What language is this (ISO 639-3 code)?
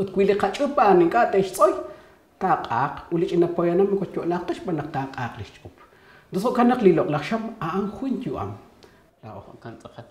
kek